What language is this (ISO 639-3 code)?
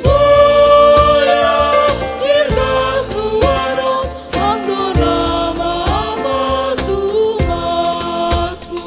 bts